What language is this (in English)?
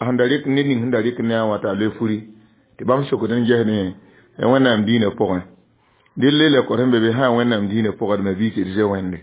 Mossi